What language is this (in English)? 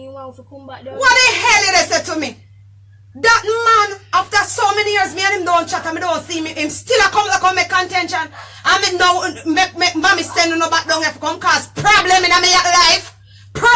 Jamaican Creole English